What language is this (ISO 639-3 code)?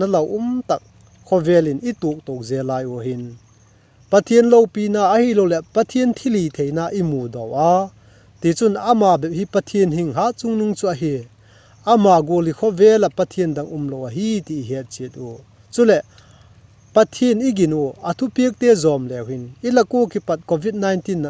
vap